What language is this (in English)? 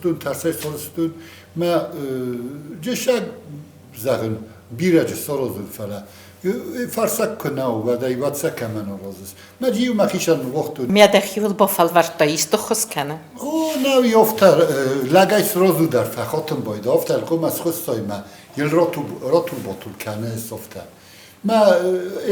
Ossetic